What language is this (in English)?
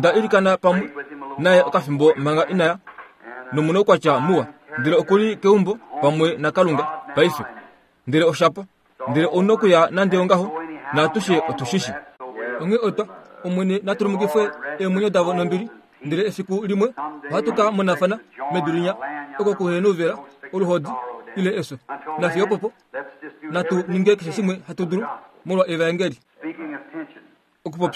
Kuanyama